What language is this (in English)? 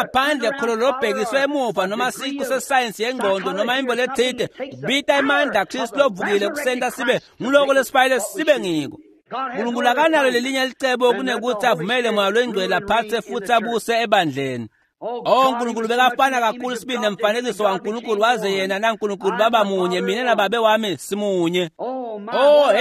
Swati